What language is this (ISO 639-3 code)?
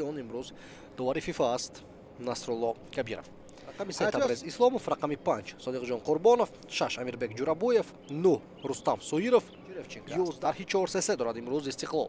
tgk